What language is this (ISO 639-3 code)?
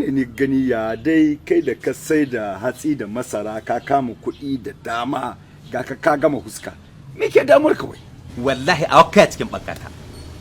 hau